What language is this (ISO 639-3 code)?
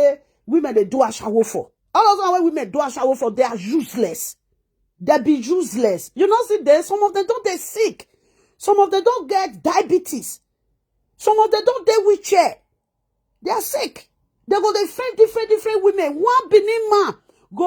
pcm